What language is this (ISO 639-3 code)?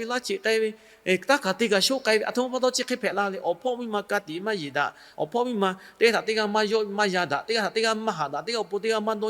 lhu